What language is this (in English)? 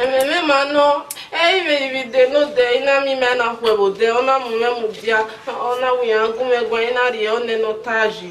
Bini